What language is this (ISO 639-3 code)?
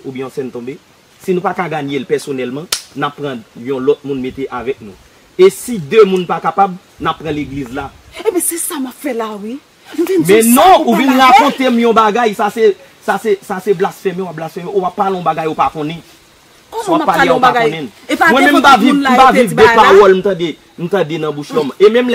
hat